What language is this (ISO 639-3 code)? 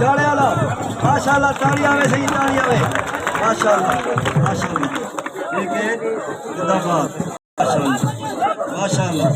skr